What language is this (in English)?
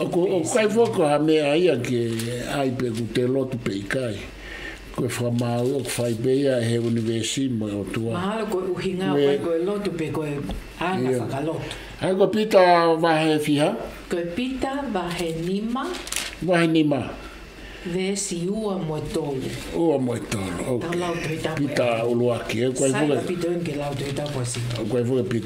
Tongan